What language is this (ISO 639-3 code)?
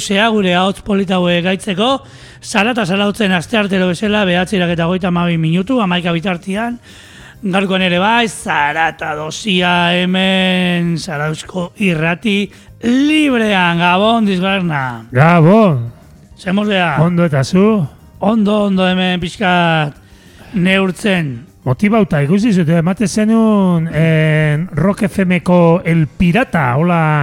eus